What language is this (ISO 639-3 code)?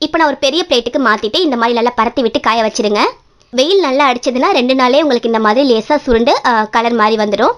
tam